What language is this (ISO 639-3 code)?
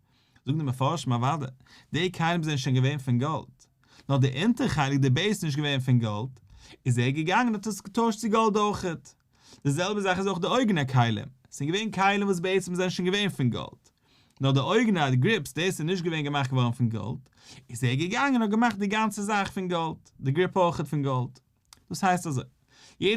yid